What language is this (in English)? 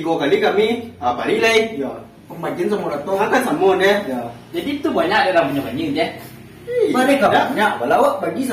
Minangkabau